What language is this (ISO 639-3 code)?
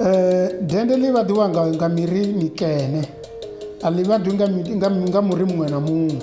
ven